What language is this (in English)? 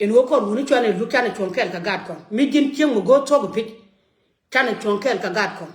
Nuer